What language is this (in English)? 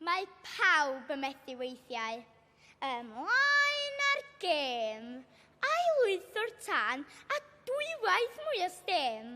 Welsh